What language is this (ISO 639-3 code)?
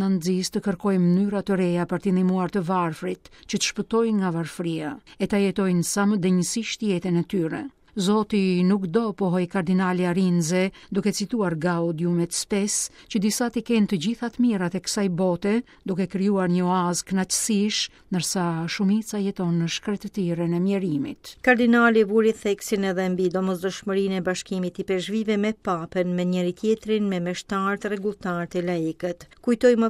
sqi